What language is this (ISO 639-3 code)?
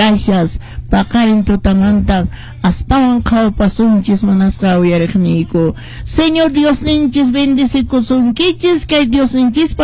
que